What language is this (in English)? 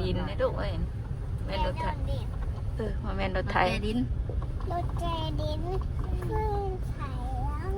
Northeastern Thai